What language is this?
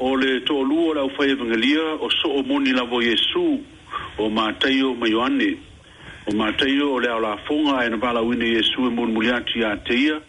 Samoan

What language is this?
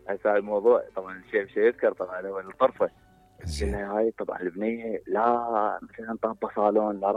Mesopotamian Arabic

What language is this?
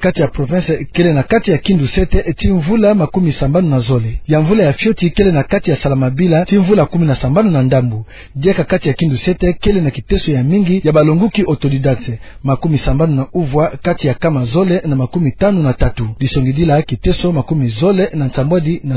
Kituba (Democratic Republic of Congo)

